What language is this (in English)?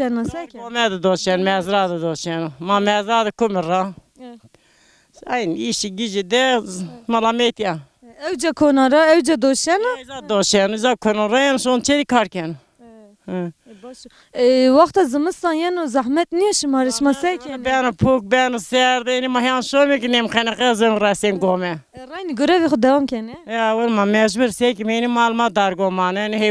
Zaza